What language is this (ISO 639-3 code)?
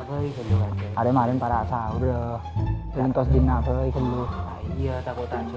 mad